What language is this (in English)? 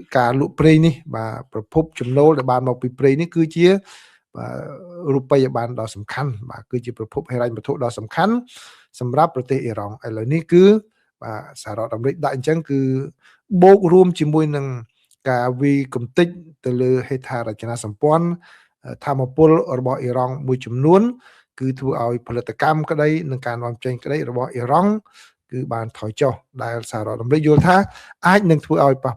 Khmer